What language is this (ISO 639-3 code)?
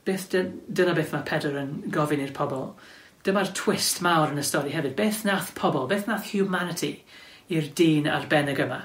cym